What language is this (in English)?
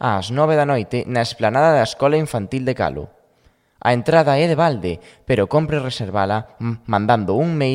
Galician